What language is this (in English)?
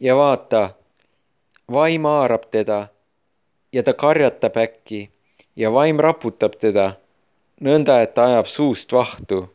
Estonian